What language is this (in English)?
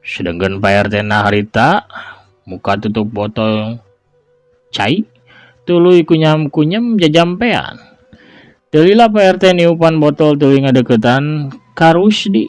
Sundanese